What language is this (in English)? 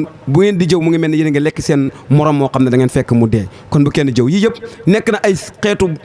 Wolof